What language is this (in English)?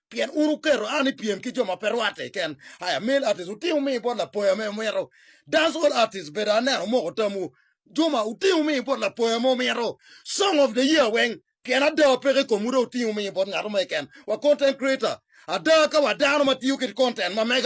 Acoli